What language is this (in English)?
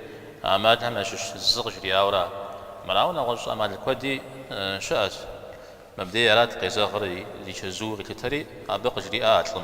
Kabardian